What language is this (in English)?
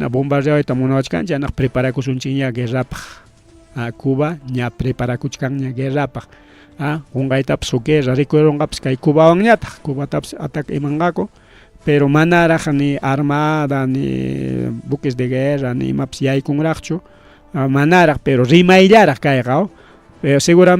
Ayacucho Quechua